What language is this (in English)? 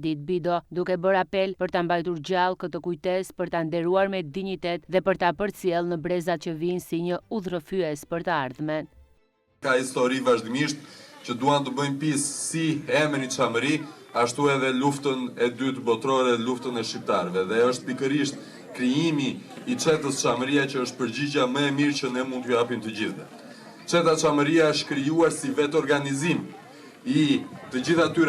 Albanian